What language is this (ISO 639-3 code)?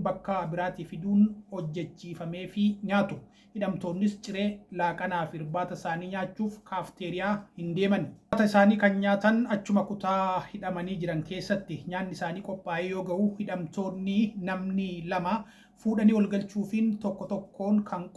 orm